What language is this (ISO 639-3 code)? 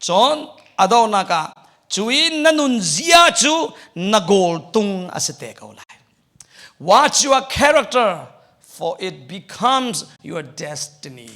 cnh